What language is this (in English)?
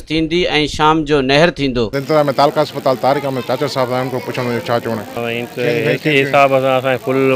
Sindhi